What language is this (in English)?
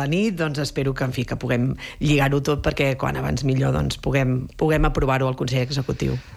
Catalan